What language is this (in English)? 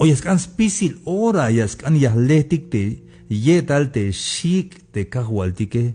Tzeltal